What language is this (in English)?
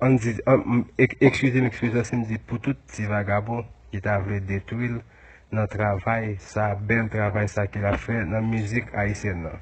Haitian Creole